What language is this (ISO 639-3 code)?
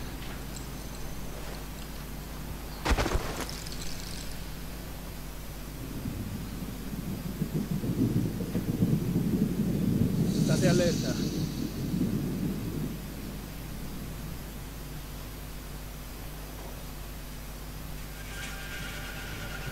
hrv